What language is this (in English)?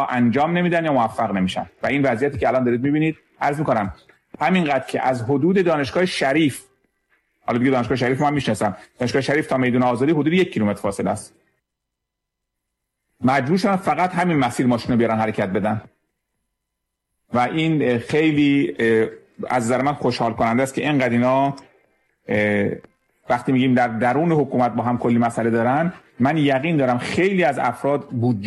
Persian